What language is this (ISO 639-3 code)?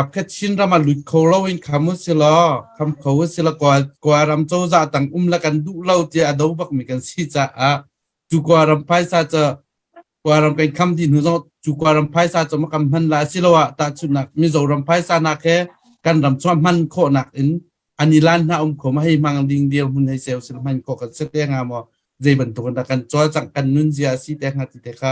cnh